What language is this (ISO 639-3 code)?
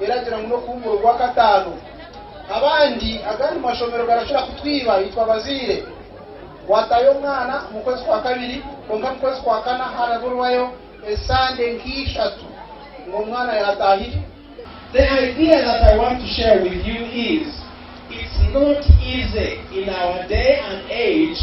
nyn